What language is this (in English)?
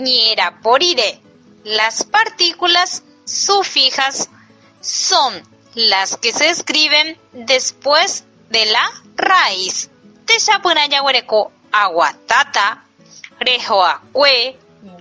Guarani